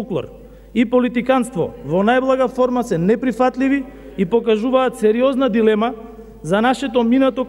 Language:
Macedonian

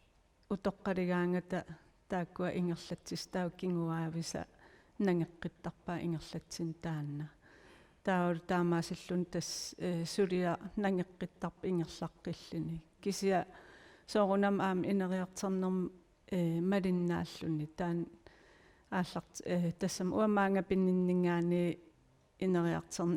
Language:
Kalaallisut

